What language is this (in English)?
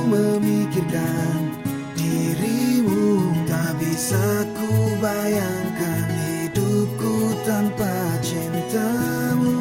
Nias